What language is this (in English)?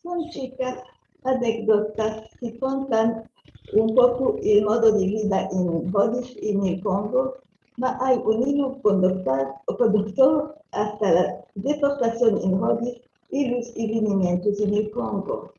Ladino